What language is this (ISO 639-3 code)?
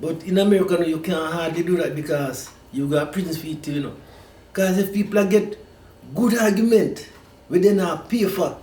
jam